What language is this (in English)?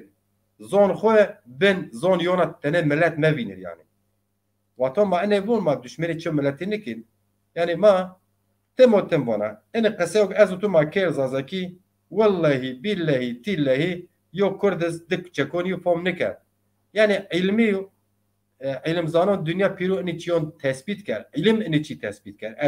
Zaza